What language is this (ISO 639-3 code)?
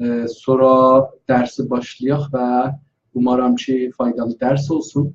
azb